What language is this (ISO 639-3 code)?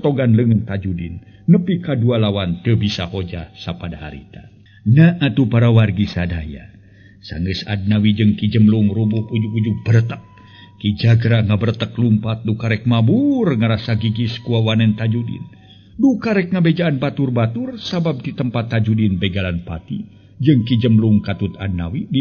sun